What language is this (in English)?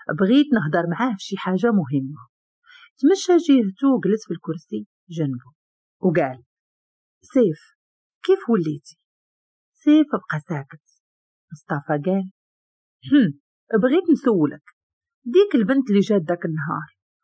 Moroccan Arabic